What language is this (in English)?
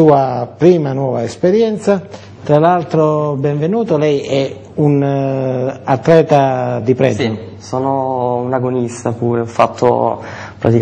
Italian